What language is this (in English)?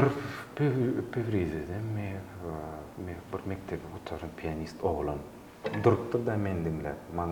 Turkmen